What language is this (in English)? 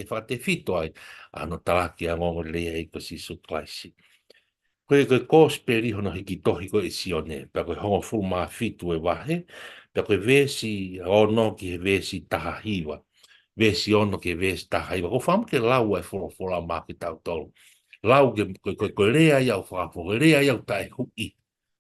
Tongan